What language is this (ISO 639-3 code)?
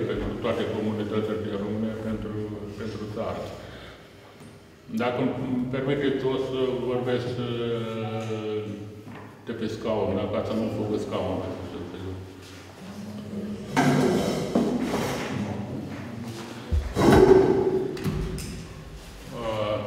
ron